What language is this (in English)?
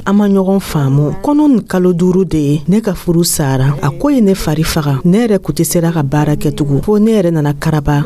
Dyula